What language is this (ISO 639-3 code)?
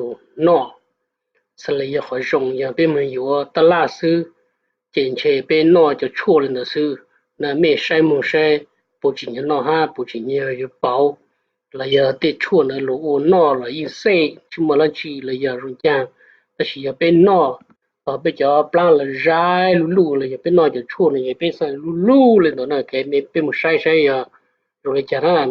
hmn